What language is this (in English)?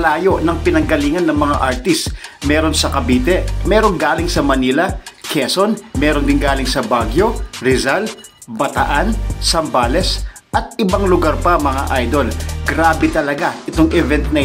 Filipino